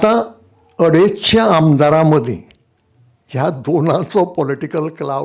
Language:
Konkani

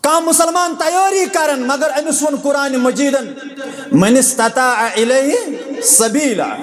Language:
Kashmiri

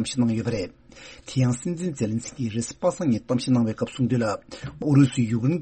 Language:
Tibetan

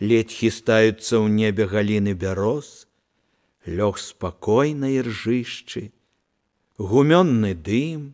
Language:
Belarusian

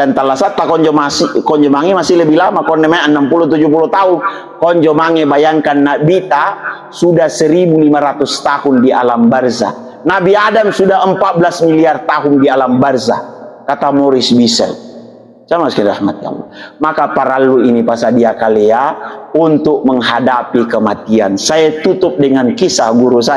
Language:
Makasar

